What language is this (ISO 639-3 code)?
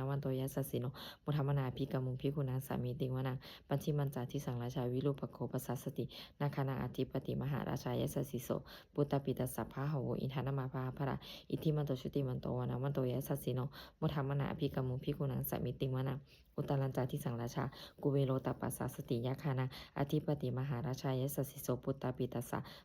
pli